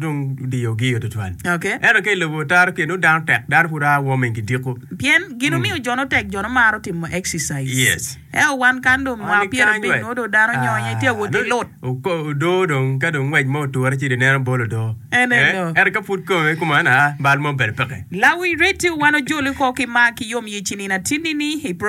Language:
Acoli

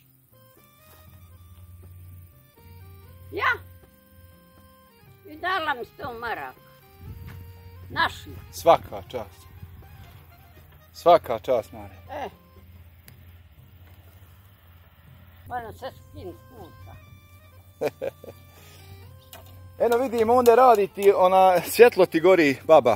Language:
Bosnian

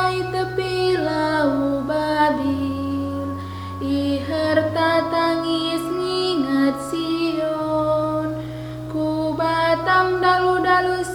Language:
Batak Karo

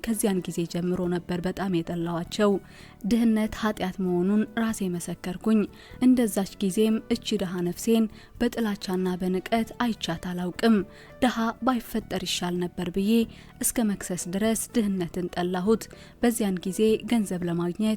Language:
Amharic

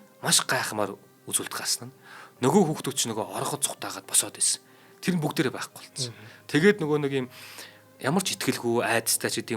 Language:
Mongolian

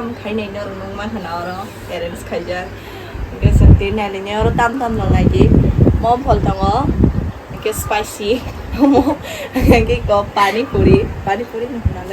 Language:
Kok Borok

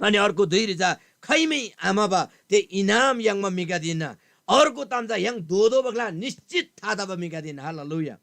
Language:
Eastern Tamang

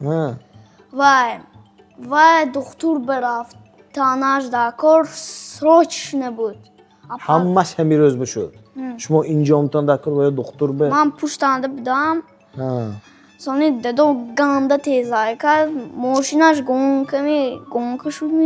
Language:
Tajik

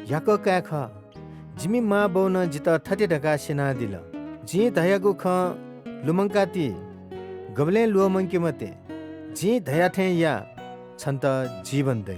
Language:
Newari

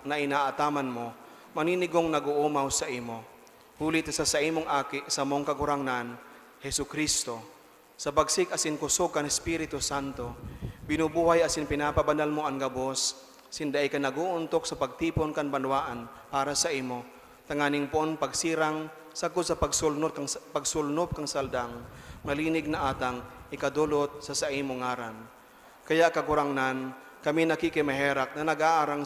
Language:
Bikol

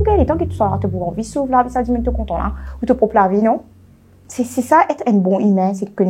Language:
Morisyen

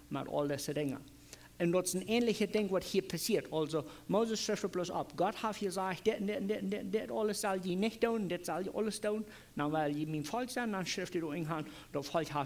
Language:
Plautdietsch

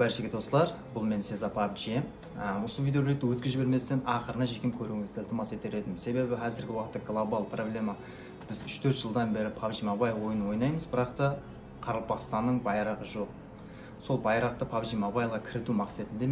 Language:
Kara-Kalpak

